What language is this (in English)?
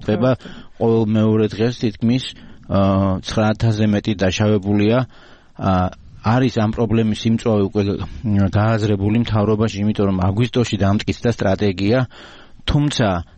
Georgian